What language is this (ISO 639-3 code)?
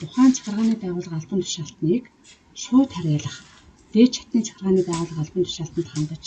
mon